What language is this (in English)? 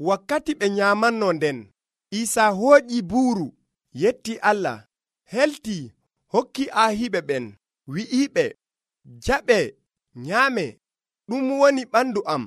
Nigerian Fulfulde